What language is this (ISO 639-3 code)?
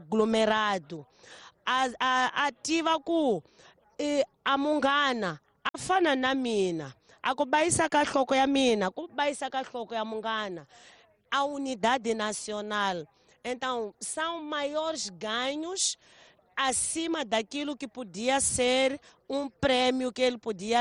tso